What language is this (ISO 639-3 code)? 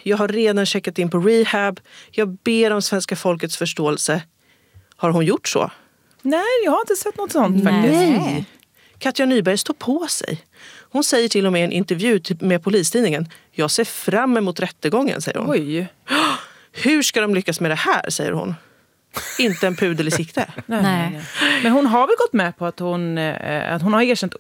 swe